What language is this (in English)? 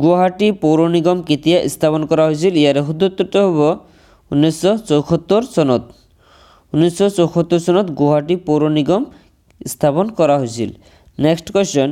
Assamese